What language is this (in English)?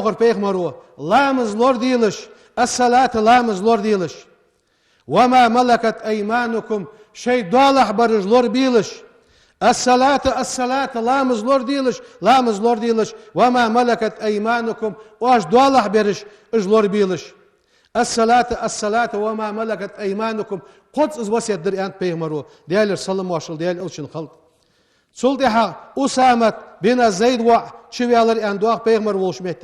Ingush